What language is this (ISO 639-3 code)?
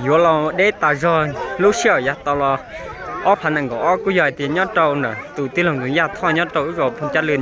hmn